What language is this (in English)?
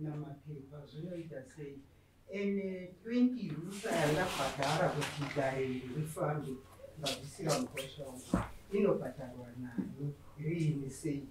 Shona